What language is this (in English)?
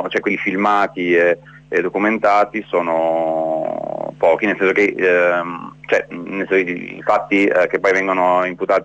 Italian